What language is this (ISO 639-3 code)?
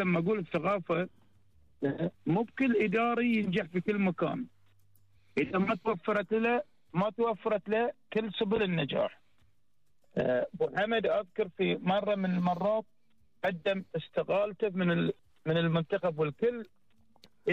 afb